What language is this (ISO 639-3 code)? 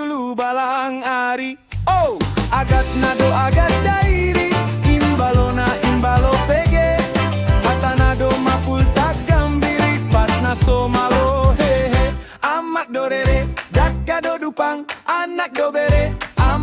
bbc